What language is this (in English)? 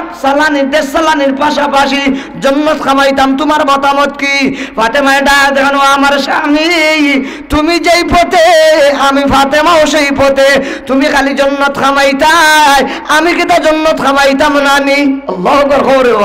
Sylheti